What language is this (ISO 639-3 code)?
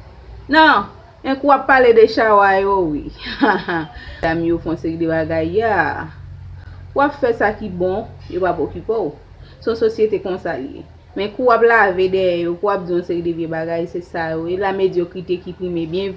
hat